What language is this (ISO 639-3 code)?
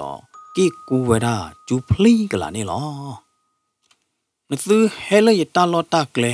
ksw